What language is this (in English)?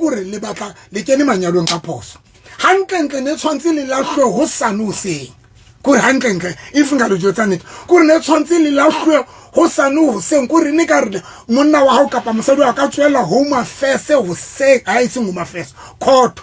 Southern Sotho